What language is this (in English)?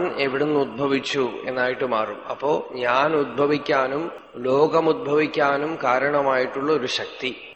Malayalam